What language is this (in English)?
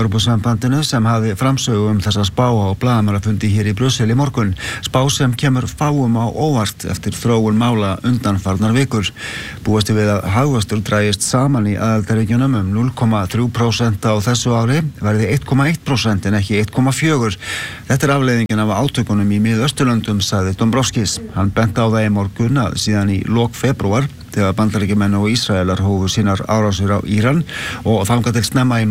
Icelandic